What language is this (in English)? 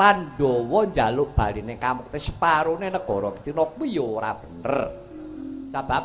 Javanese